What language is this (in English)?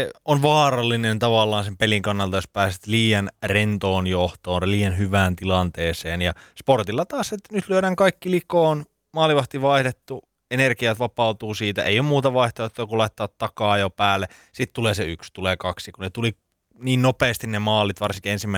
Finnish